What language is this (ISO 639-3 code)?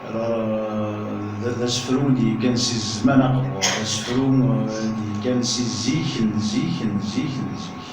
kab